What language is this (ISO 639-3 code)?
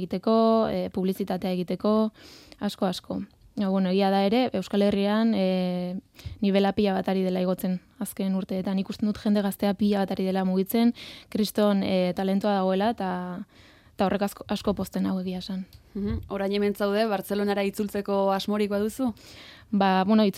eus